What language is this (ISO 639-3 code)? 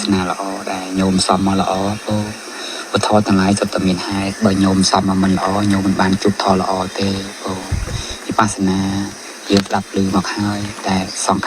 khm